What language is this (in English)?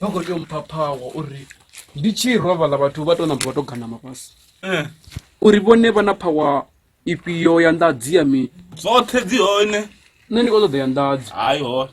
Venda